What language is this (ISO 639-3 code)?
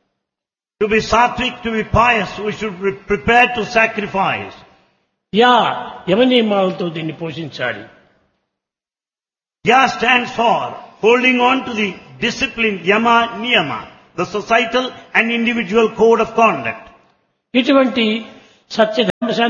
tel